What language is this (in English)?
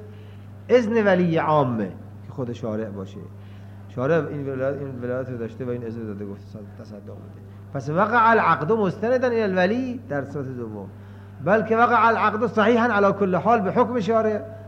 Persian